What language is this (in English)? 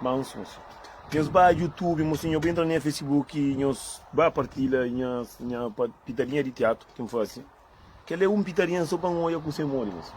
Kabuverdianu